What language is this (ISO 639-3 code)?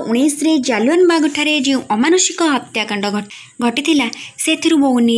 ori